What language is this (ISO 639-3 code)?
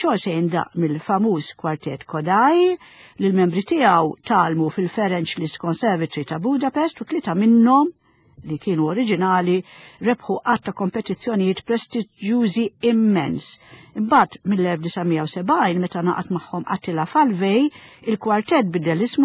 mlt